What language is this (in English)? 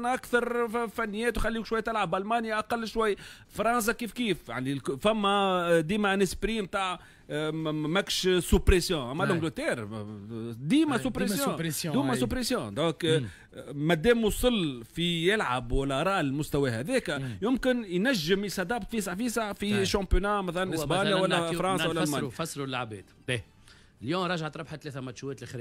Tunisian Arabic